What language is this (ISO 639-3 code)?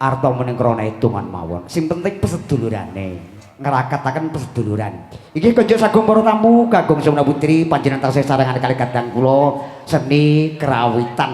jav